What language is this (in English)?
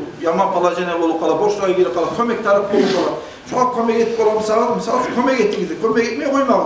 Kumyk